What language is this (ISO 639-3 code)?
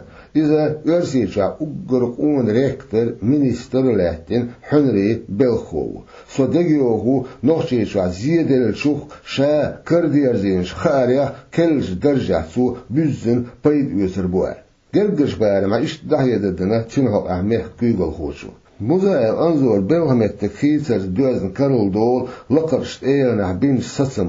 che